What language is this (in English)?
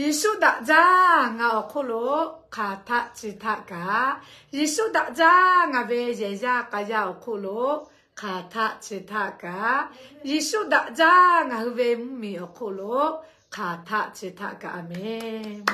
Lahu